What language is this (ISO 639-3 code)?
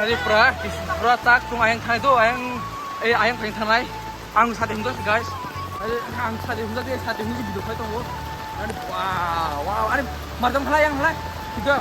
trp